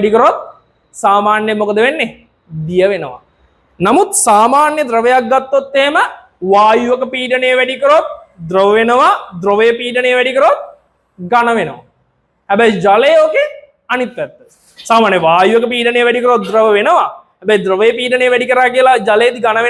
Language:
Sinhala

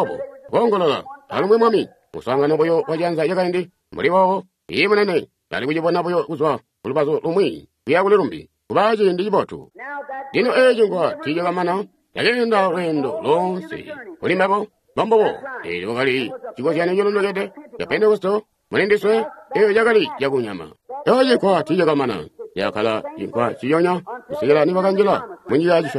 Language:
Tonga (Zambia)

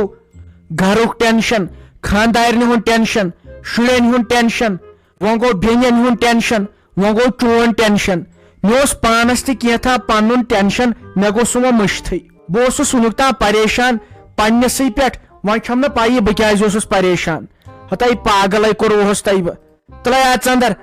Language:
Kashmiri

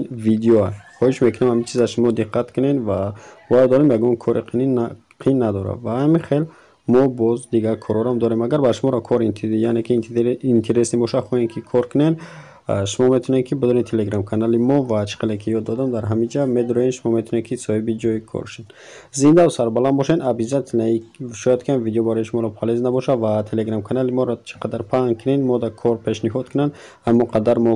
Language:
Tajik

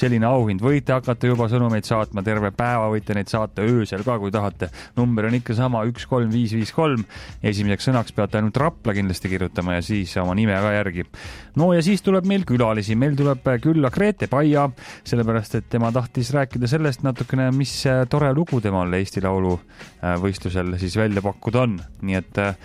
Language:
Estonian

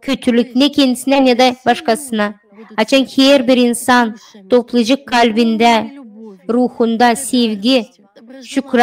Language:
Gagauz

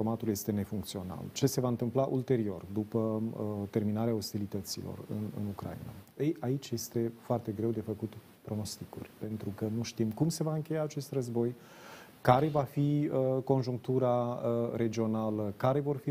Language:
Romanian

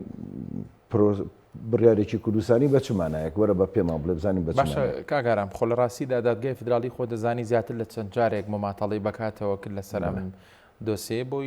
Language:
Central Kurdish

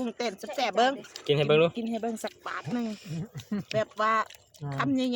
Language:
Lao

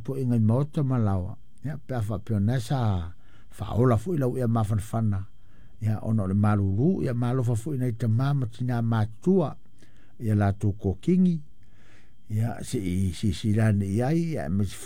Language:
Samoan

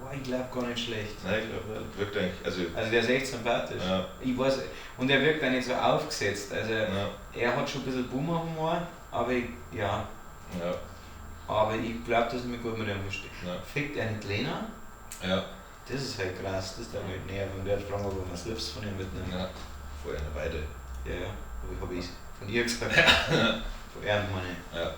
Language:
Bavarian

